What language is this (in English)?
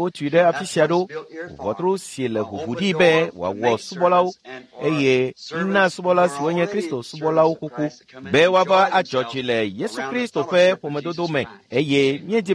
Ewe